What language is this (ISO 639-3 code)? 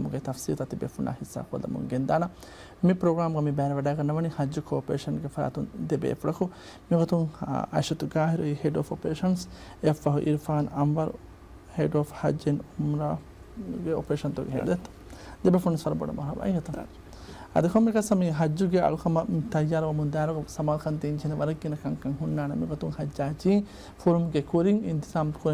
div